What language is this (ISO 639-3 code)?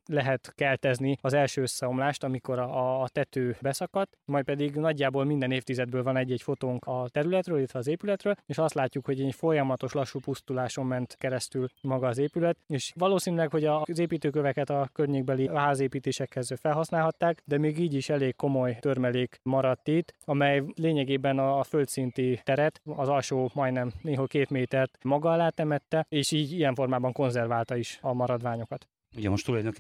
hun